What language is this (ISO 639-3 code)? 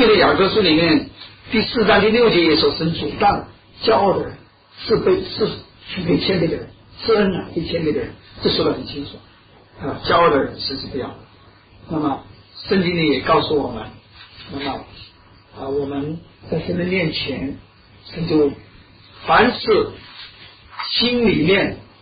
zho